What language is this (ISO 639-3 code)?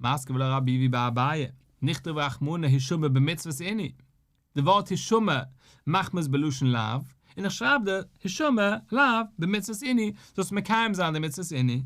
yid